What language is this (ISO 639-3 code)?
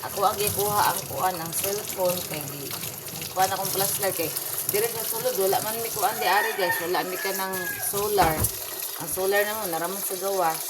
ceb